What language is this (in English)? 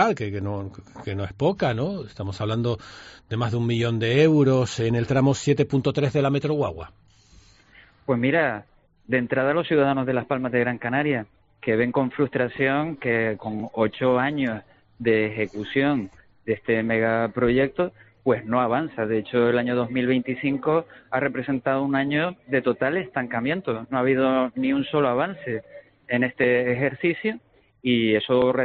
Spanish